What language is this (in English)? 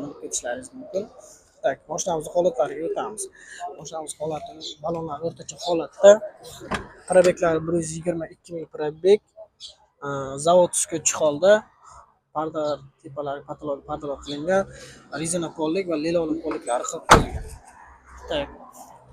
Uzbek